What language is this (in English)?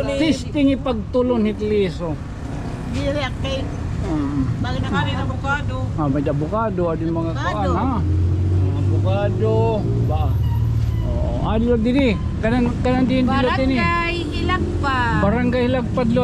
Waray